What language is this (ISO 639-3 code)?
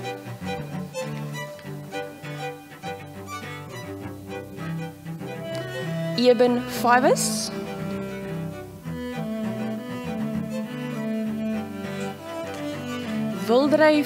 afr